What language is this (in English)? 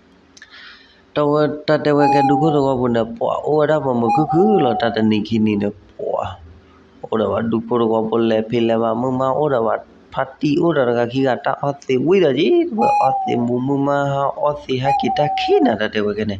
S'gaw Karen